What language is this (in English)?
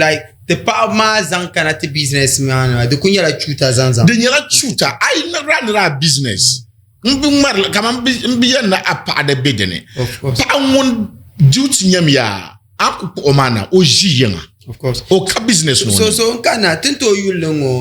Dagbani